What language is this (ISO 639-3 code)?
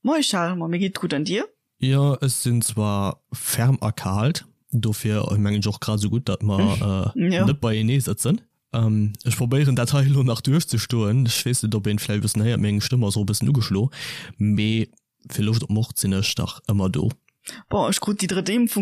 ltz